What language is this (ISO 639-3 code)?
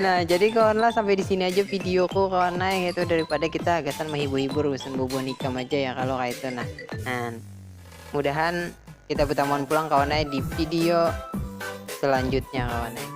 bjn